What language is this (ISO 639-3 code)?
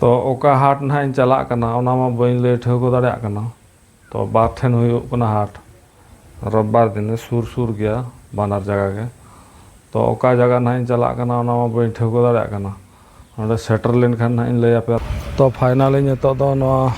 sat